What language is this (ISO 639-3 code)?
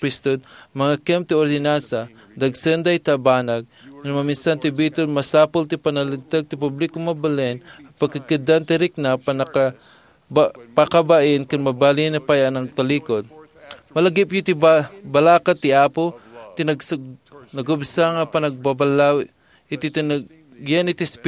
ilo